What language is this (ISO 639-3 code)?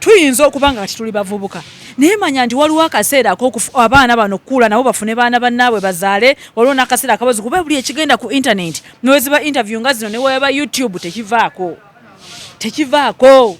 lug